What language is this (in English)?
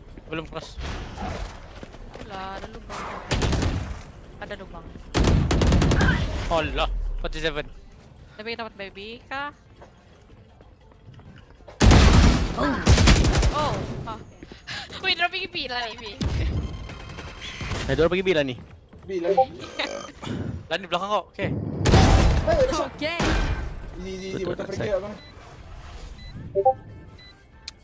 Malay